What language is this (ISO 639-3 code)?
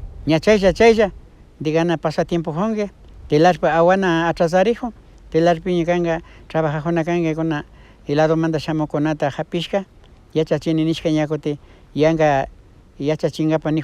qvi